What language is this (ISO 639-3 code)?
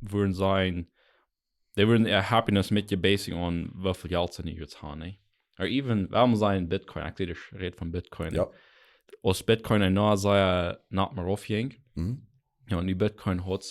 pdt